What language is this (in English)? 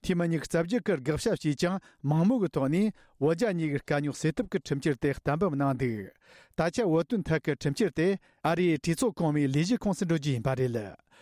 Tibetan